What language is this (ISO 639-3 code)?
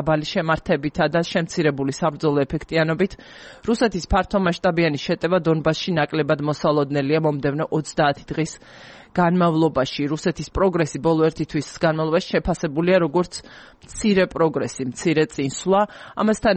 kat